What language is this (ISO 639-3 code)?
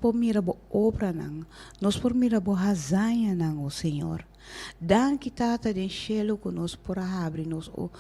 pap